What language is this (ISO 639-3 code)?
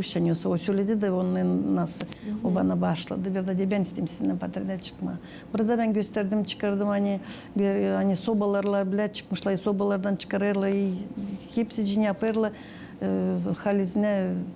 gag